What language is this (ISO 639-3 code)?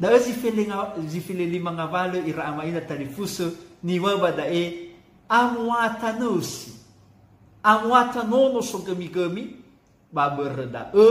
nia